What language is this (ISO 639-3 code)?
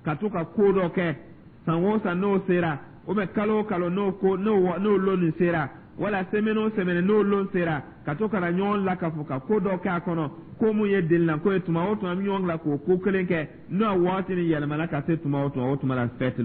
dyu